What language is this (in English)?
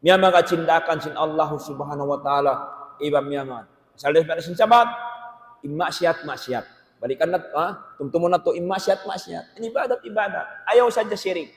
Tausug